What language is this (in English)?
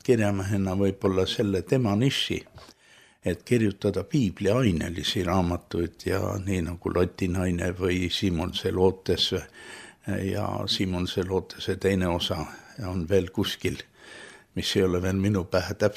Estonian